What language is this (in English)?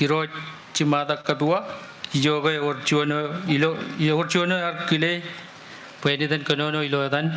Marshallese